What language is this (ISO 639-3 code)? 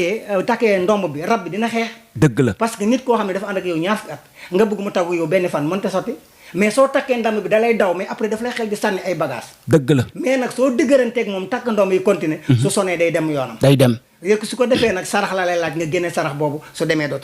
wol